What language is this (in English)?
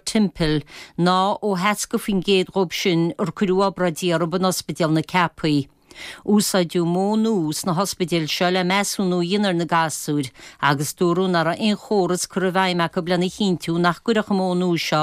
Irish